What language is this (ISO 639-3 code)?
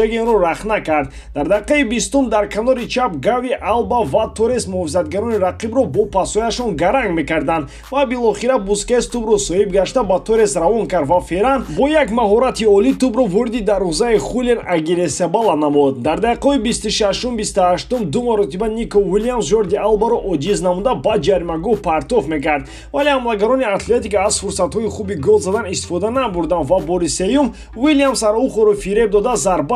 tgk